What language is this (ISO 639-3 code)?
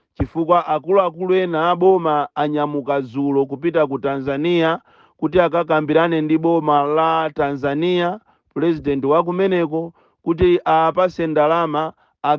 nya